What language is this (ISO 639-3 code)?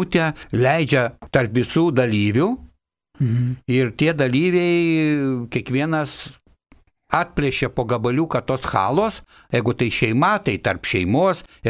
lit